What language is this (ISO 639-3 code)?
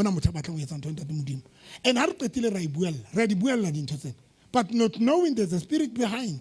sot